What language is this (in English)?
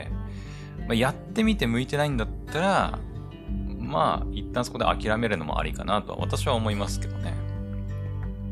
Japanese